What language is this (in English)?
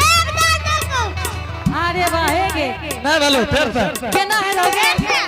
Angika